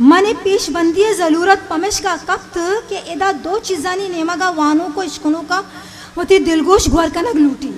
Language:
Eastern Balochi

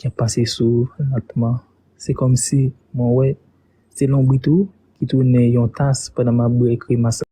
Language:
Haitian Creole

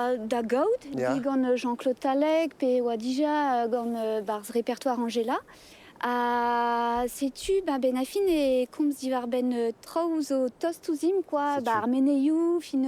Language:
Breton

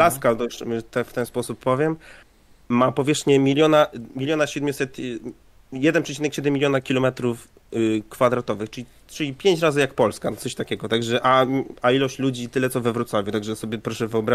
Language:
Polish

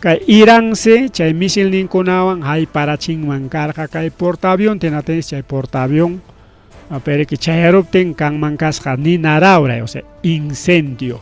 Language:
Ayacucho Quechua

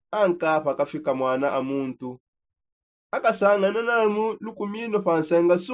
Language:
Songe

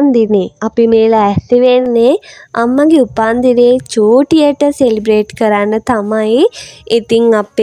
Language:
Sinhala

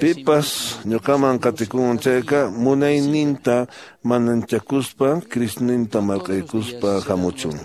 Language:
Quechua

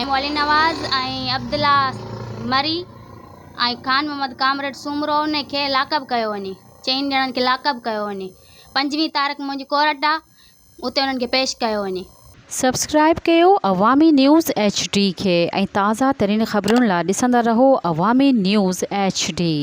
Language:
Sindhi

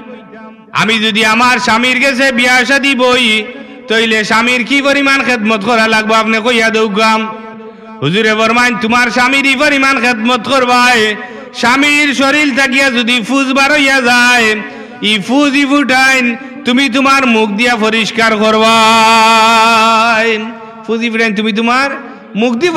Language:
Sylheti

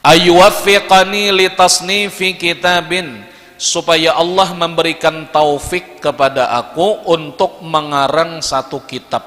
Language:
Banjar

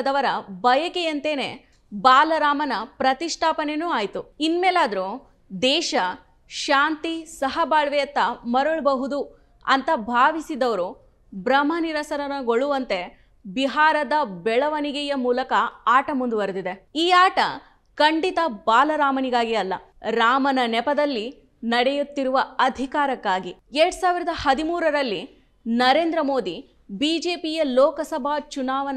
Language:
Kannada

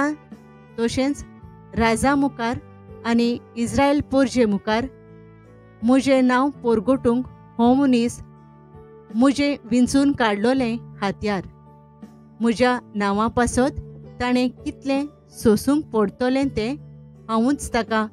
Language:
Konkani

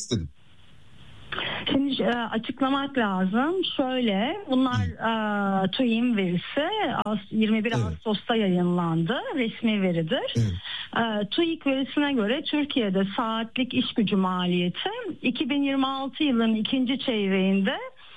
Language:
Turkish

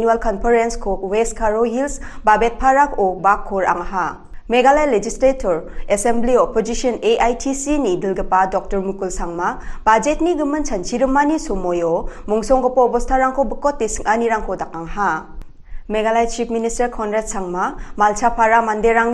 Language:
Garo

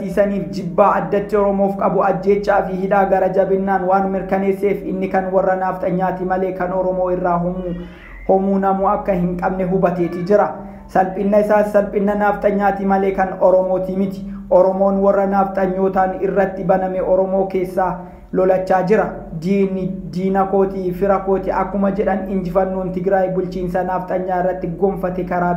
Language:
Oromo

